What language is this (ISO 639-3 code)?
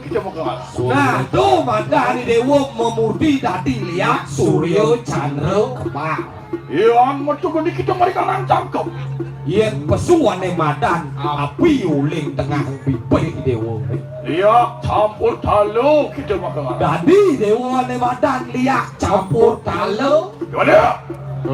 ban